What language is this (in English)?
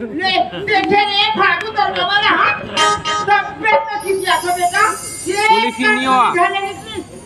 Chhattisgarhi